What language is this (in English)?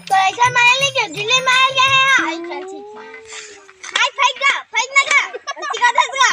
Chhattisgarhi